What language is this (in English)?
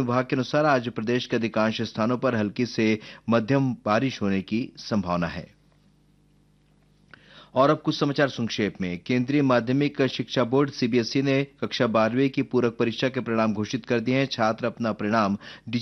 Hindi